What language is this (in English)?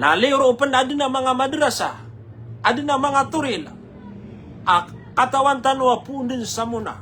Maranao